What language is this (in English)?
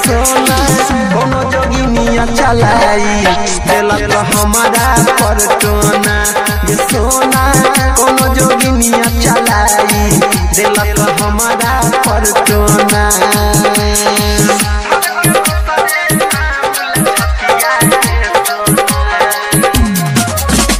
Maithili